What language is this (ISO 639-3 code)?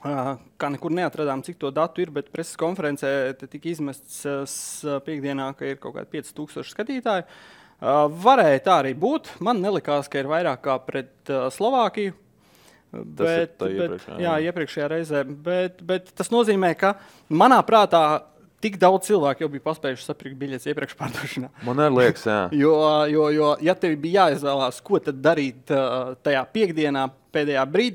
lav